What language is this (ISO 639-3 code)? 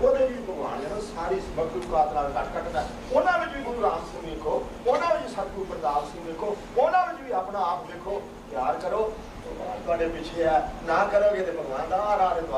pan